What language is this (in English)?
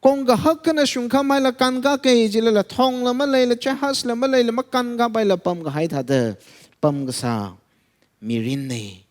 Tangkhul Naga (India)